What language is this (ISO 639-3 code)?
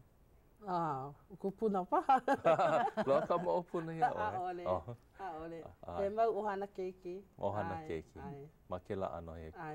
haw